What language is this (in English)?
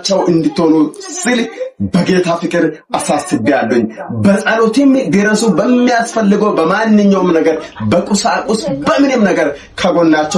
Amharic